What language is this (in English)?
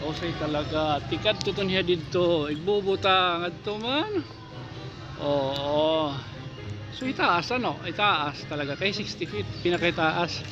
Waray